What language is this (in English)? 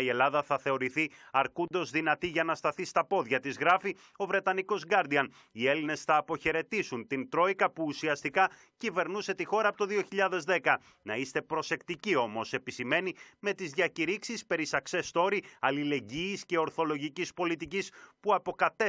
Greek